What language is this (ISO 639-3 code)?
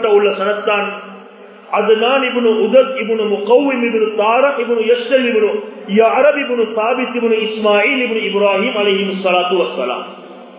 tam